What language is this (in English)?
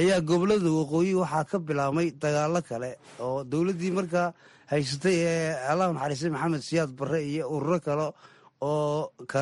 Somali